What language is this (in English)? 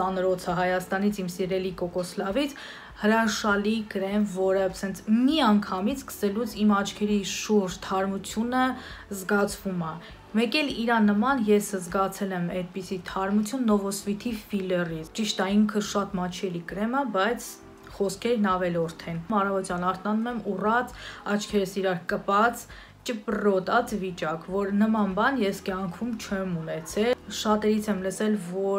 Armenian